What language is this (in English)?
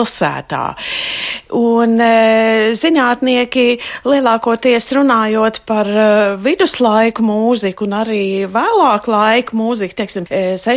Latvian